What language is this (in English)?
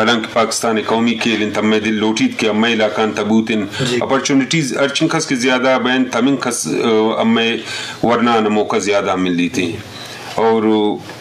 Eastern Balochi